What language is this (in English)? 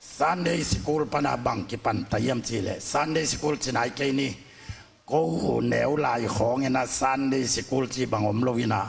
Tedim Chin